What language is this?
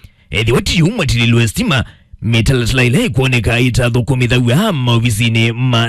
Kamba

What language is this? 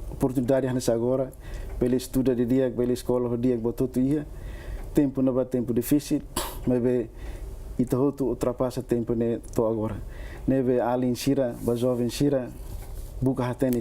Tetum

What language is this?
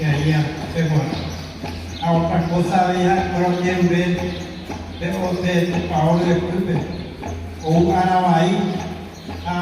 Guarani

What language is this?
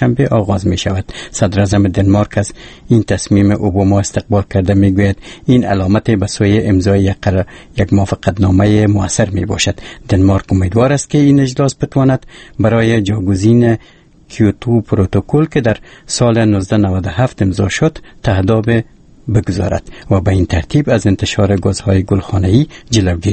Persian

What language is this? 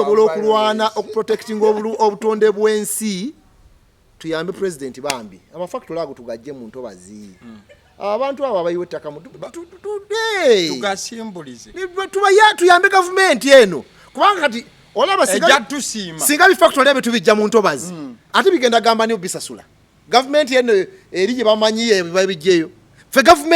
Ganda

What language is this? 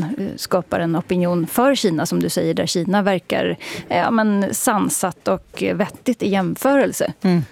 Swedish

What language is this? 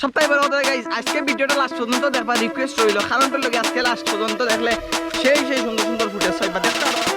Sylheti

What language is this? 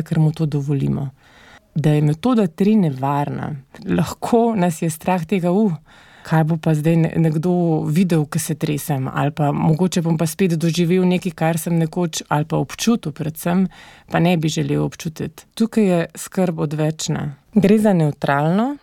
Slovenian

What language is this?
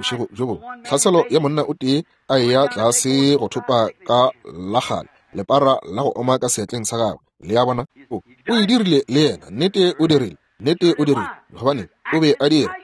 Northern Sotho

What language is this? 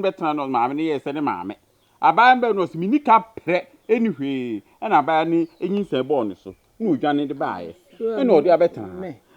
Akan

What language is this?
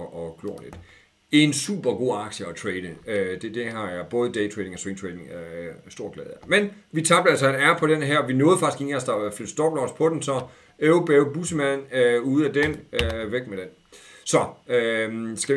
Danish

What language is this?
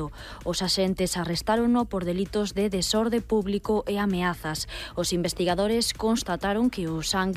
Galician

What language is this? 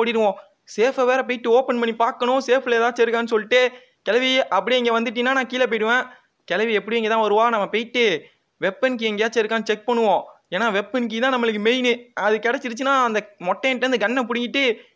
Tamil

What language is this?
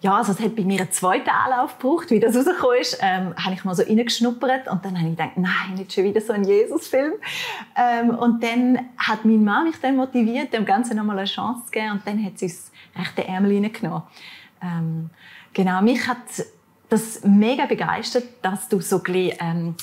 Swiss German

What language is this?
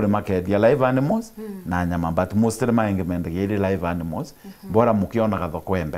Meru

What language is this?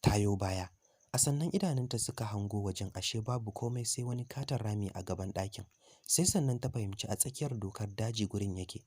Hausa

